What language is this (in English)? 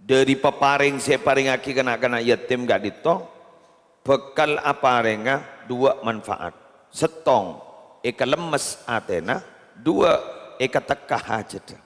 Madurese